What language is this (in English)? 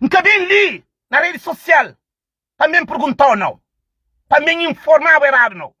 Kabuverdianu